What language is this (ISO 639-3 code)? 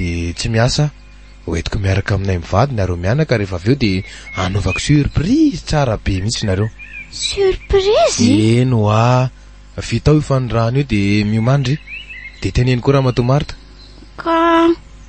mlg